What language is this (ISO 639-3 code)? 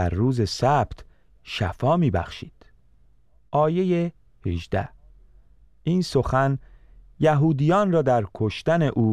fas